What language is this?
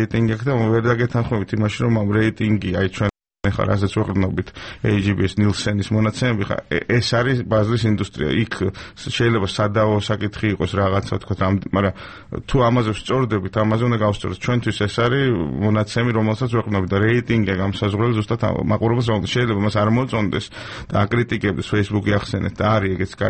Georgian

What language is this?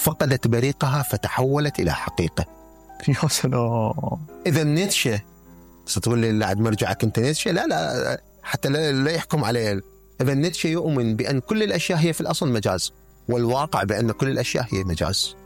Mesopotamian Arabic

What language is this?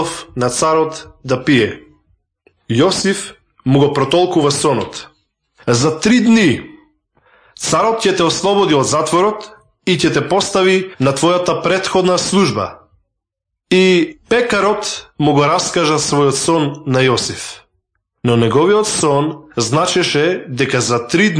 Macedonian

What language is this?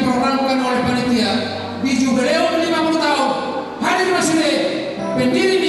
Batak Toba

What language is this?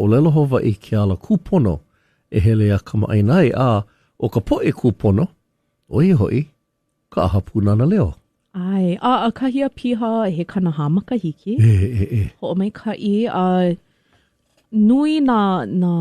Hawaiian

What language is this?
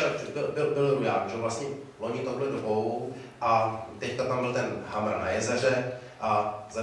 Czech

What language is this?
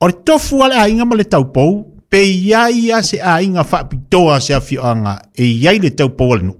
Samoan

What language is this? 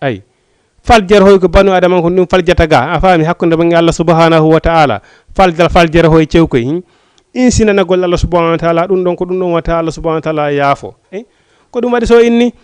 Fula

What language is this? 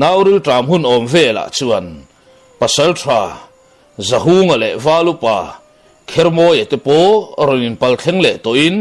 Mizo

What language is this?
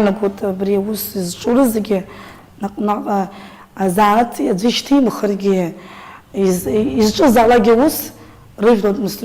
Abkhazian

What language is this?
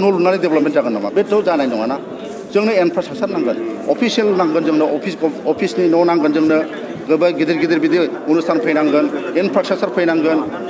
Bodo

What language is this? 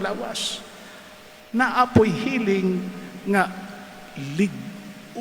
Cebuano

